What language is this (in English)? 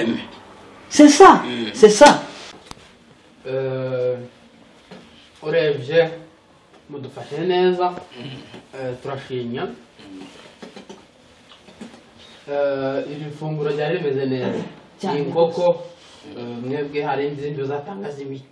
Kinyarwanda